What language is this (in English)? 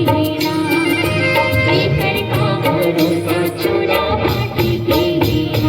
Chhattisgarhi